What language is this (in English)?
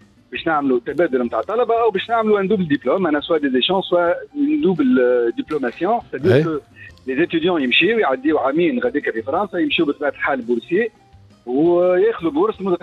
Tunisian Arabic